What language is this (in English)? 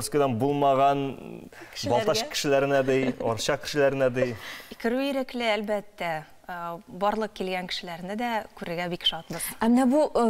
Tatar